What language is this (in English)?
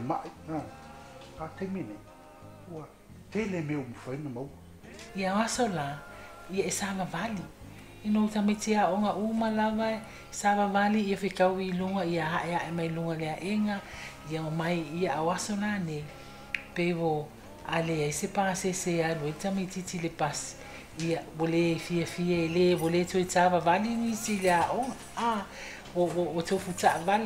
Samoan